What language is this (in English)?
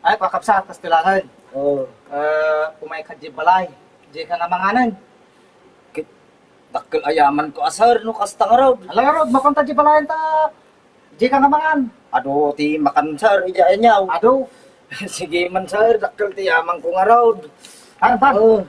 Iloko